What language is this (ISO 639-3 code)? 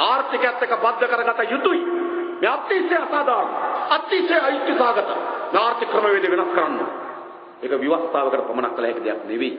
sin